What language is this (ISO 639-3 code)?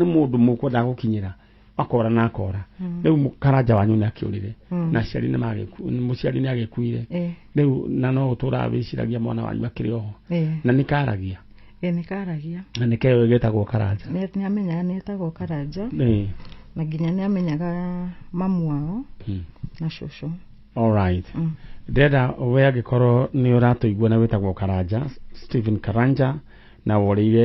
kik